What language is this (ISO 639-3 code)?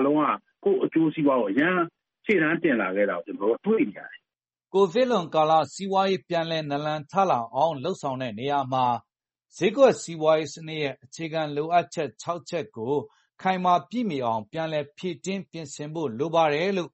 mya